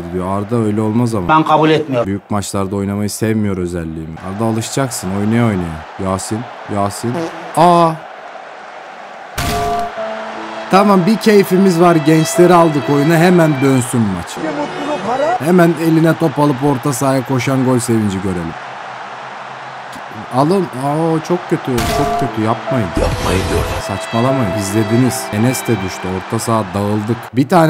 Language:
Turkish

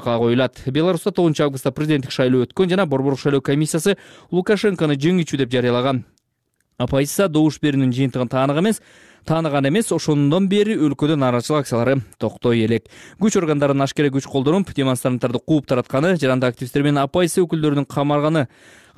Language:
Kyrgyz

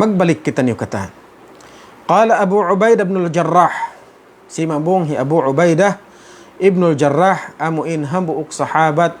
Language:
Tausug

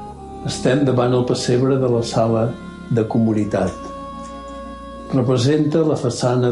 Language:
Catalan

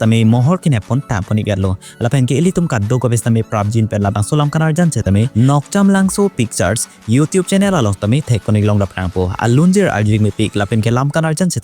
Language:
Karbi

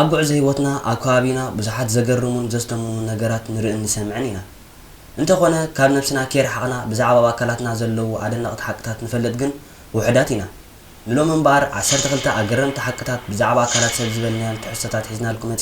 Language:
Tigrinya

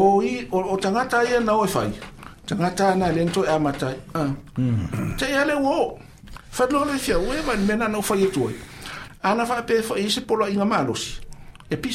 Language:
Samoan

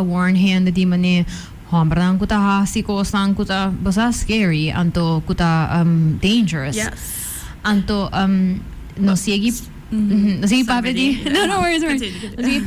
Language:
Papiamento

